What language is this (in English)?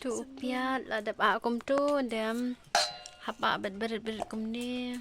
Khasi